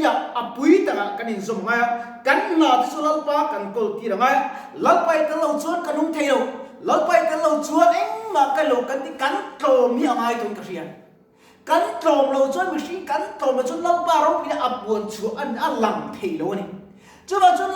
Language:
Mizo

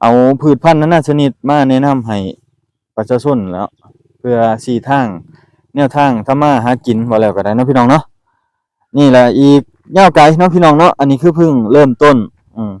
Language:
Lao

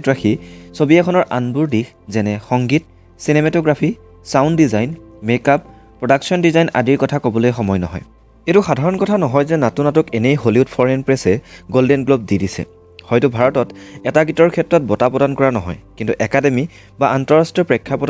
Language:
Assamese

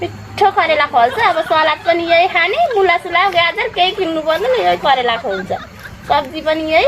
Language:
Nepali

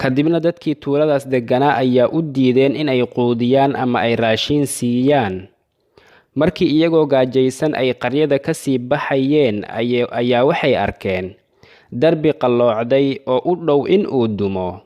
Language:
Somali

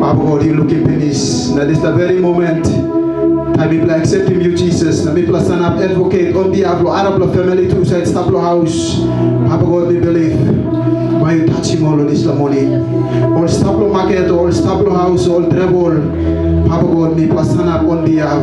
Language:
Tok Pisin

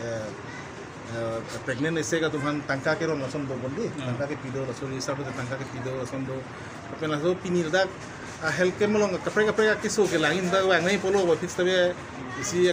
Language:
Karbi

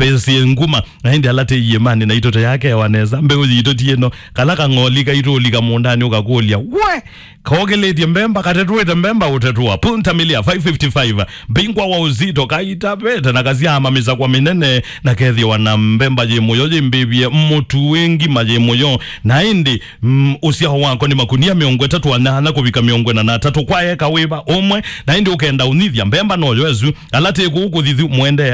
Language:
Kamba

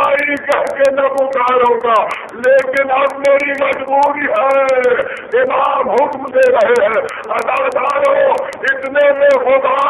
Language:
Urdu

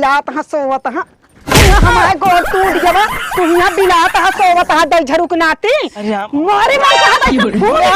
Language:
Awadhi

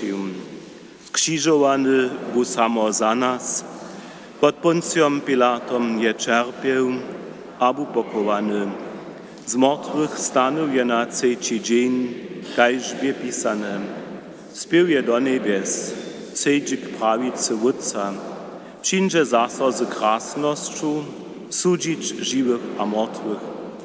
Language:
Upper Sorbian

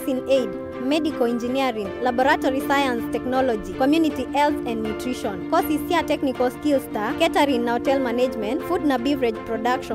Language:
Kamba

